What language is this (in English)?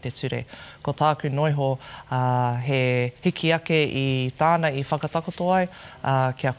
Māori